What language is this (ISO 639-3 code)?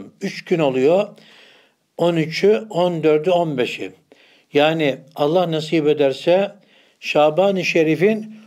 tur